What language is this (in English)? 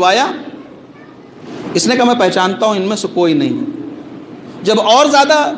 Urdu